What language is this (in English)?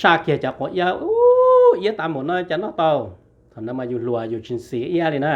Hmong